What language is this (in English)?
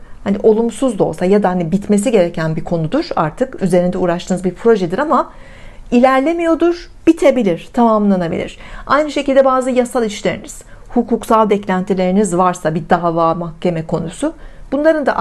Turkish